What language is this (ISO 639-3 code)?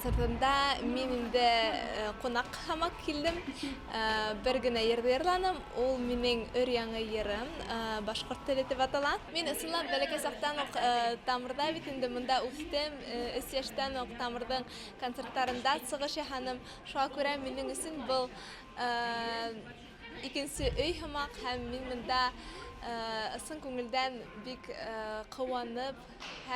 bak